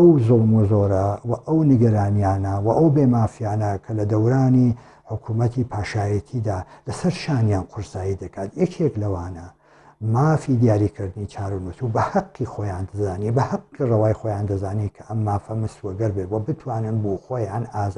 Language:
Central Kurdish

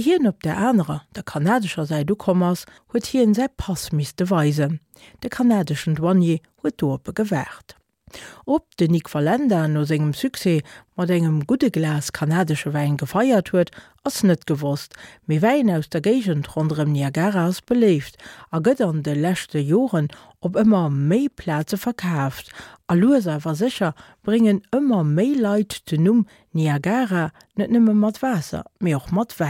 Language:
Luxembourgish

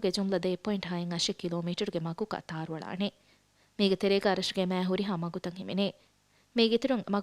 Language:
Divehi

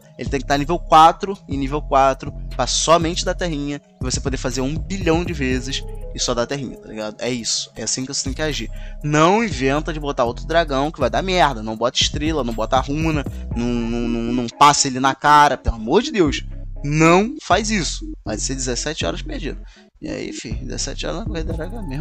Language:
Portuguese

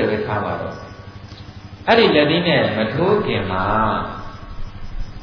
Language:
Burmese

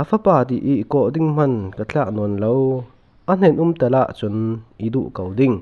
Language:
Falam Chin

